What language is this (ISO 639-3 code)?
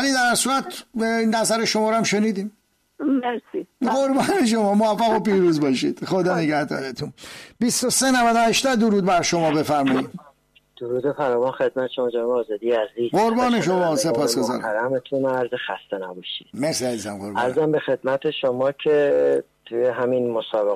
fas